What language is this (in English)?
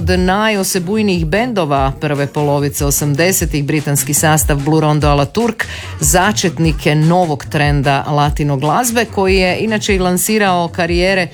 Croatian